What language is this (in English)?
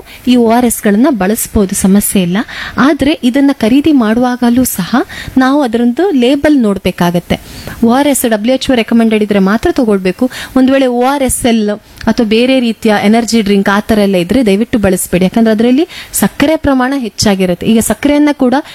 Kannada